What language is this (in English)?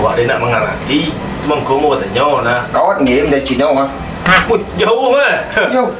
Minangkabau